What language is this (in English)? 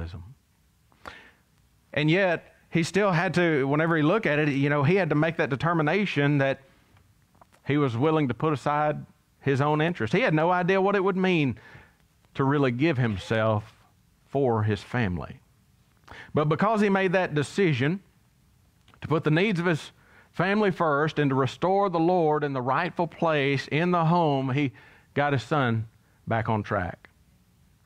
English